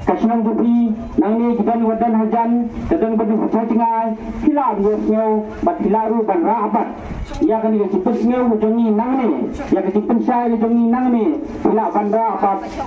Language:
Khasi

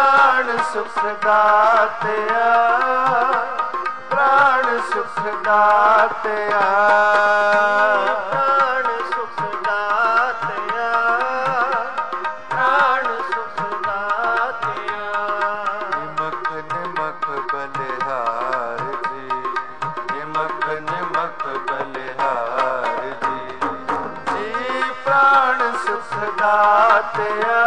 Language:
Punjabi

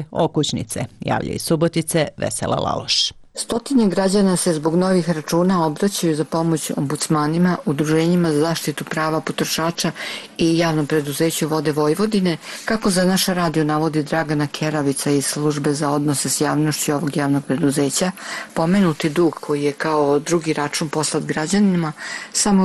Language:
Serbian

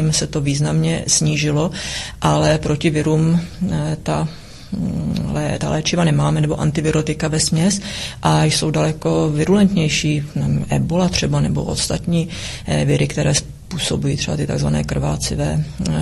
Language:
Czech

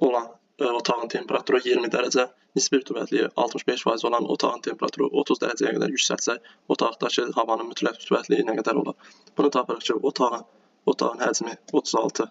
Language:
Azerbaijani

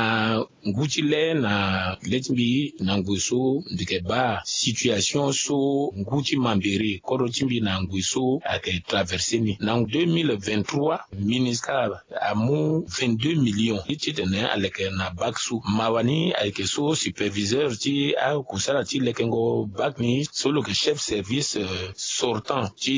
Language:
Sango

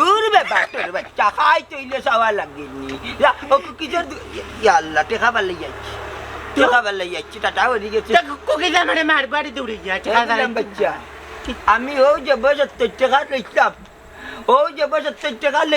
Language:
Sylheti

